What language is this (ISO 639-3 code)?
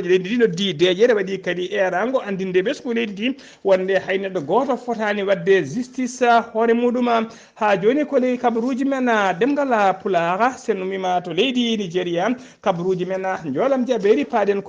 ful